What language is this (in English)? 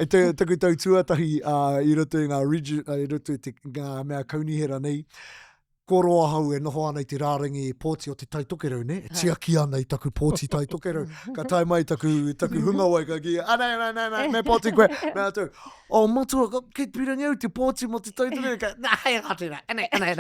Māori